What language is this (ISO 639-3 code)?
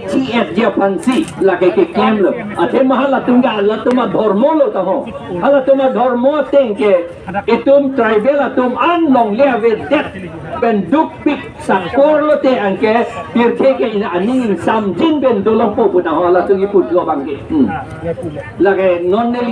mjw